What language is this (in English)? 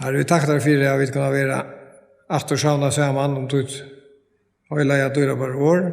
Faroese